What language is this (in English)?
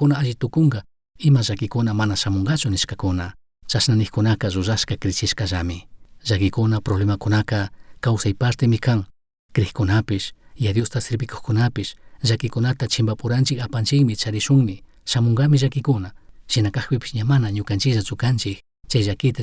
Chimborazo Highland Quichua